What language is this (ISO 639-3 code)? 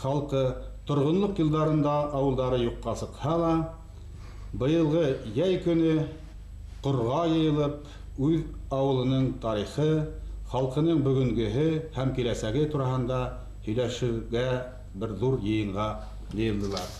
bak